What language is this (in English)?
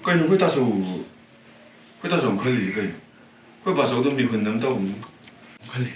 Manipuri